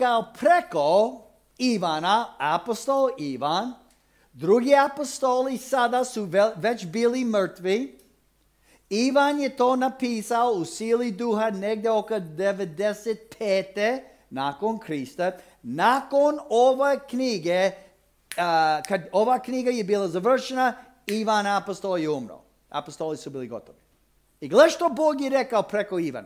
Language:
Croatian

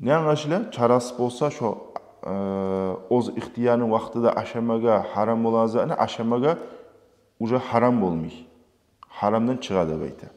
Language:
Kumyk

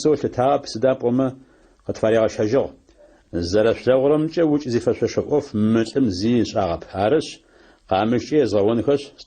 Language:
Adyghe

